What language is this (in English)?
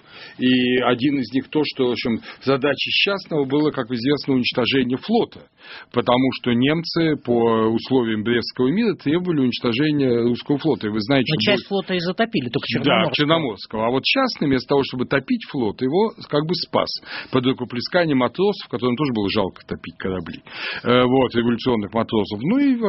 Russian